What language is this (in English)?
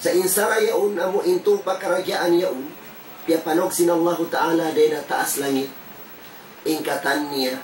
Tausug